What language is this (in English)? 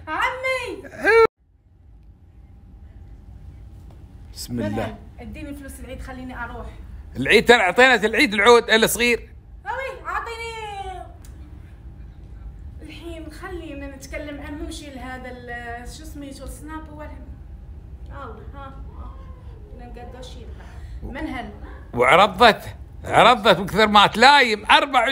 Gulf Arabic